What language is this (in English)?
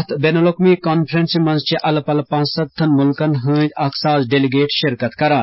Kashmiri